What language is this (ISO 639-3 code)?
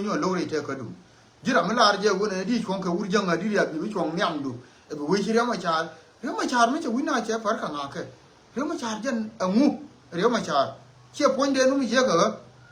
nus